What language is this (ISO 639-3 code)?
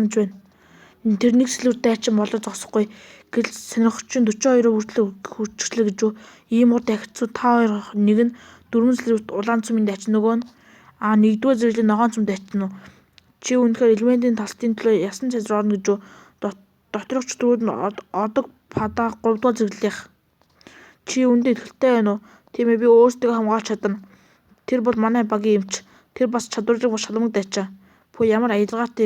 mon